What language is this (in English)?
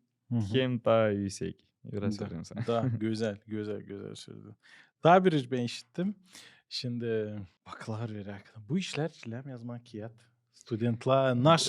Gagauz